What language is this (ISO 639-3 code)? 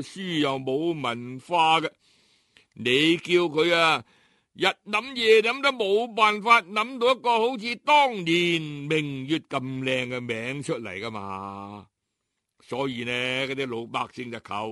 yue